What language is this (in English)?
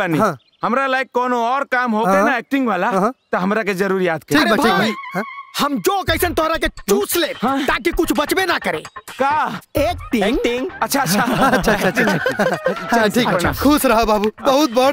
Bhojpuri